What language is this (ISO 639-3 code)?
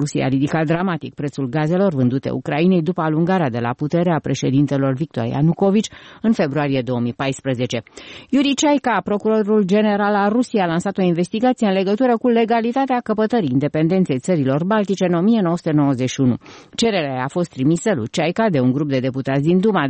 ron